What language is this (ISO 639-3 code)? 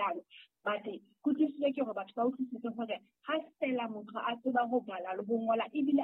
sot